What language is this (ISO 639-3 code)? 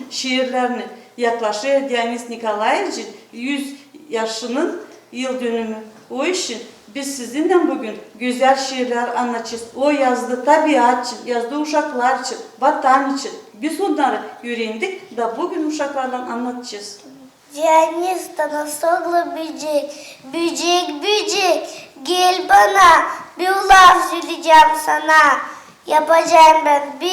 gag